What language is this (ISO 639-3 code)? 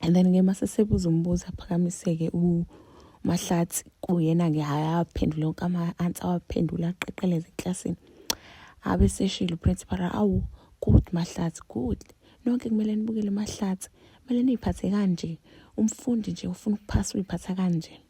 zul